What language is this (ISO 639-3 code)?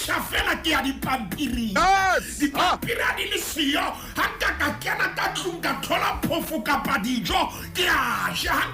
sot